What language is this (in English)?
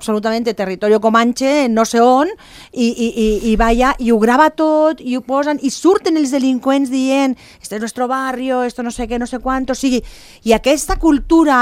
Catalan